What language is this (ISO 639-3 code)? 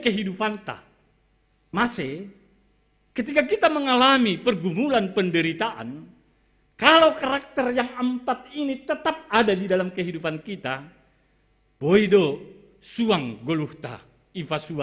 bts